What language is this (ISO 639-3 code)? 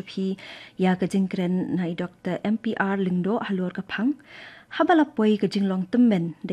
kha